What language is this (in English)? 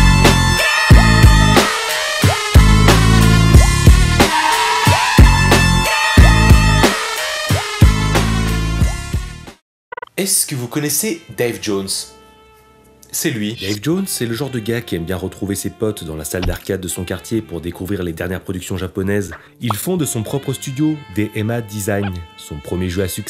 French